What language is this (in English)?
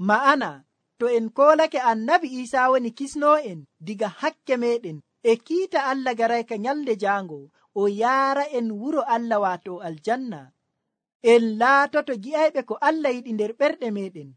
Nigerian Fulfulde